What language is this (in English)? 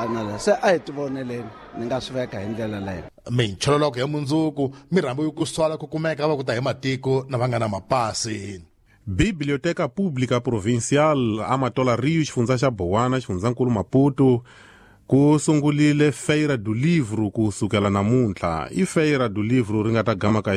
Tsonga